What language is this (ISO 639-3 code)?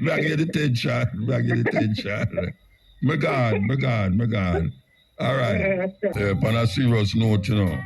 jam